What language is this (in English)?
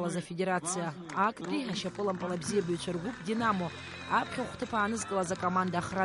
Abkhazian